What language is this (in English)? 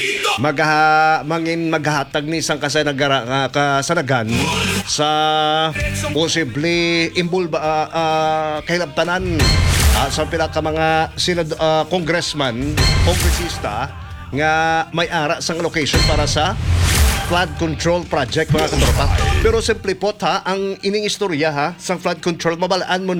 Hiligaynon